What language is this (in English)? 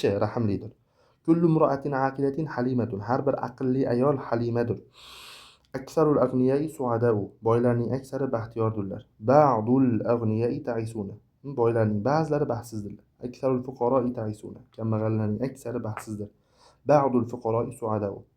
Uzbek